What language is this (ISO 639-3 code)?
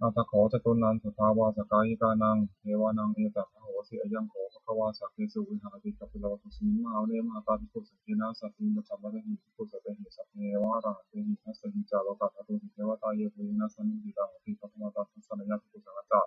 pli